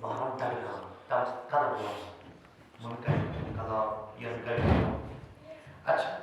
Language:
Kashmiri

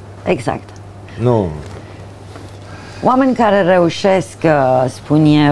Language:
Romanian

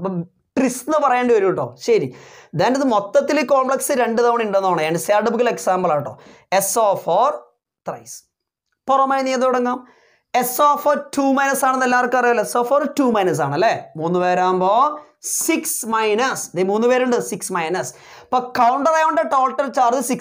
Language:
Malayalam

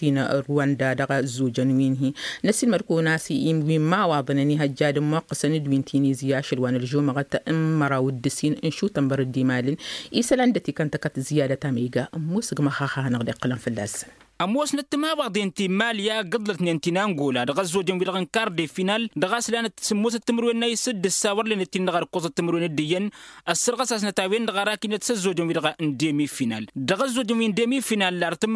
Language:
Tamasheq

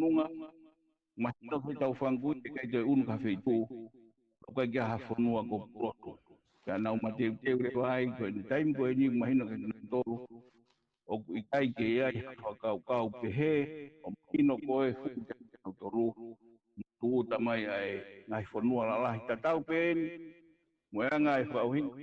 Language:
Tongan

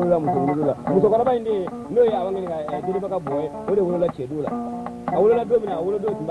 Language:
Bambara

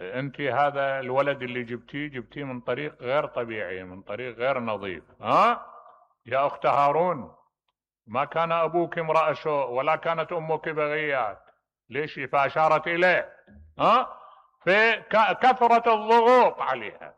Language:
Mesopotamian Arabic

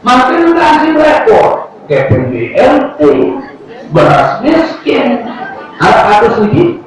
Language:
Sasak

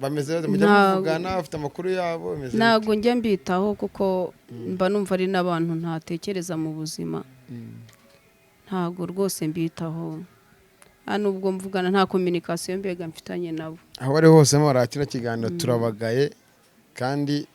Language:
Kinyarwanda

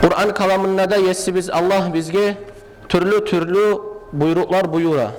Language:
Kumyk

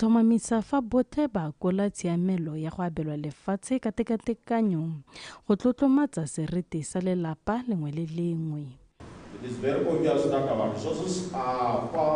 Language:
Tswana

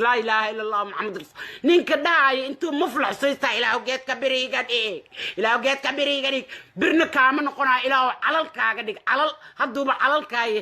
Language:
Somali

